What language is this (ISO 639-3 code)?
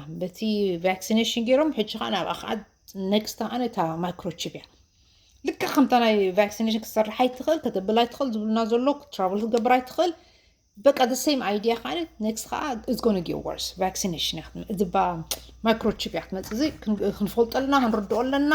tir